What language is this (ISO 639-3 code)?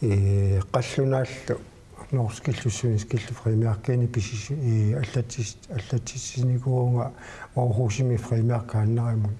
kal